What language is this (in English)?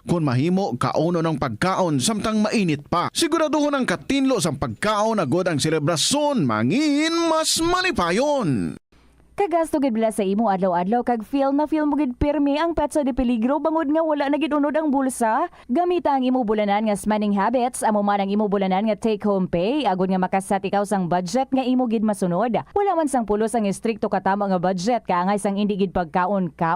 Hiligaynon